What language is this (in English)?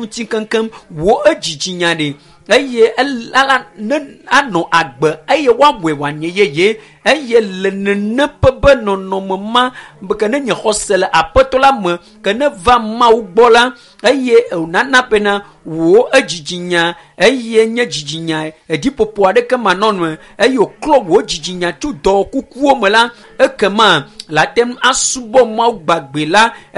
Ewe